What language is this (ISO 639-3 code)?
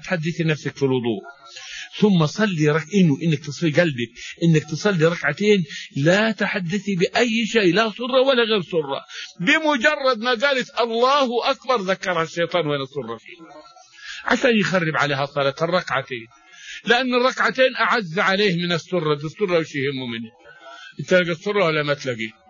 ara